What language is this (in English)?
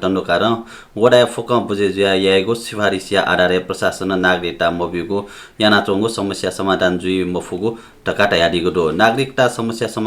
Newari